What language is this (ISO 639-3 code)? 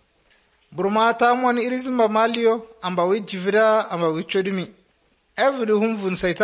hrv